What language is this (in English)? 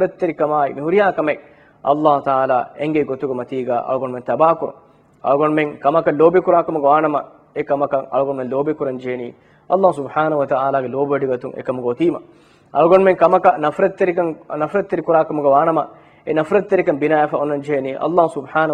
Divehi